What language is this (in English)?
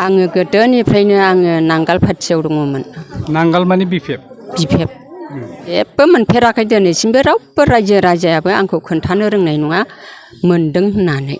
Bodo